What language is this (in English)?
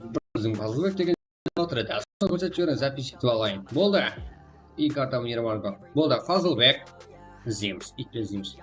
Kara-Kalpak